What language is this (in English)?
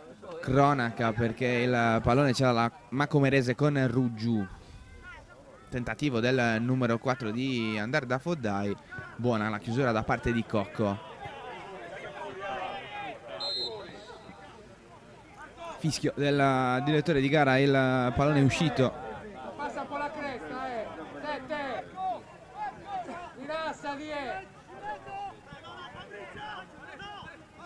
Italian